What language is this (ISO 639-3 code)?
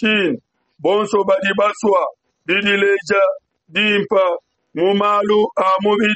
lua